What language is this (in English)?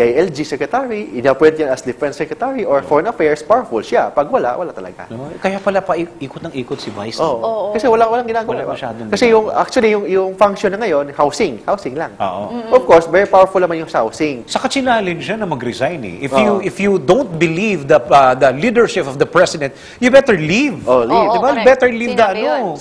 Filipino